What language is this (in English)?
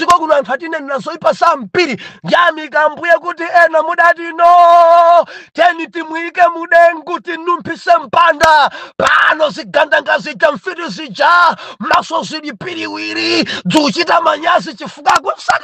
Nyanja